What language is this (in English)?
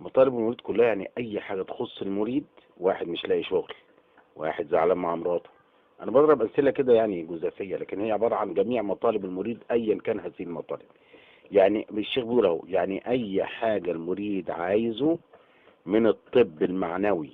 Egyptian Arabic